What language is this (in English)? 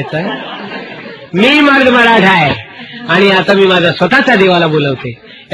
Gujarati